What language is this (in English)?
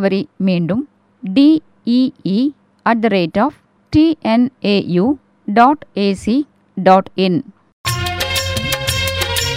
Tamil